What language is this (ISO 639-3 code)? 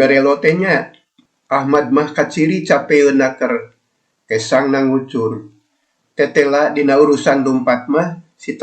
sun